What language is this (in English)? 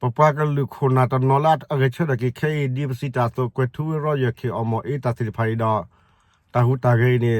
S'gaw Karen